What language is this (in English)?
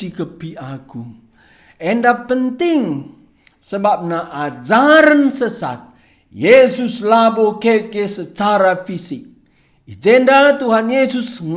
Batak Karo